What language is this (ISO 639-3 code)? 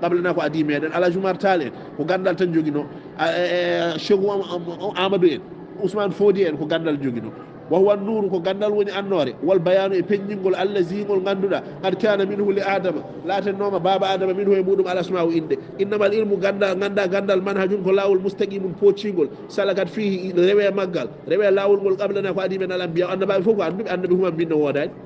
ful